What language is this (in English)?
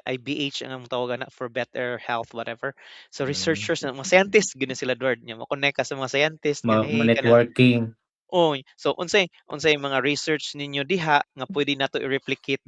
Cebuano